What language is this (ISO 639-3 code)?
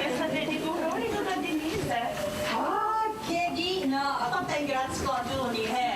moh